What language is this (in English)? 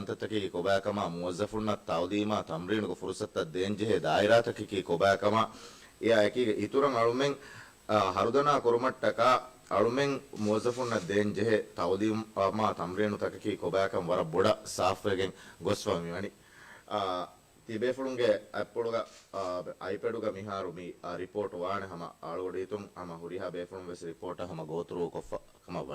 Divehi